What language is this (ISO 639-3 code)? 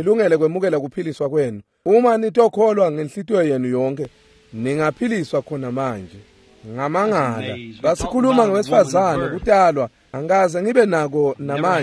ssw